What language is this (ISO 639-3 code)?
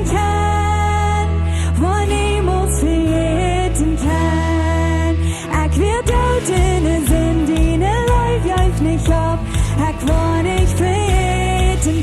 pdt